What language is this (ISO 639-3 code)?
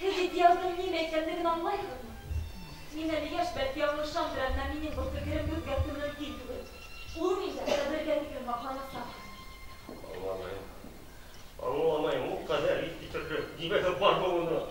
bak